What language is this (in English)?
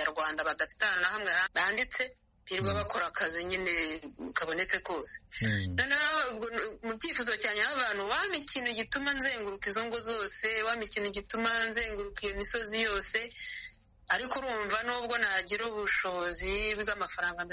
Kinyarwanda